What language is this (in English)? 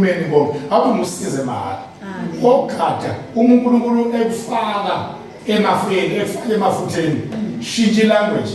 Zulu